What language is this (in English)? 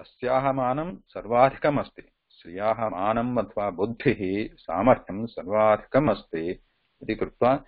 Sanskrit